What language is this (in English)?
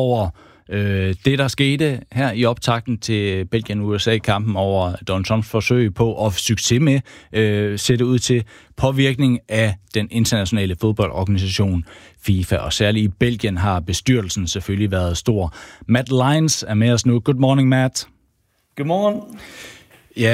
Danish